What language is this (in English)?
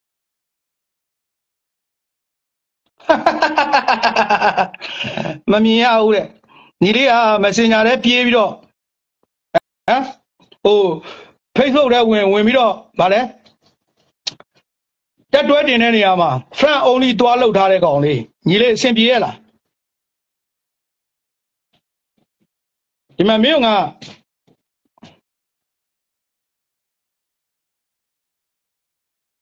Burmese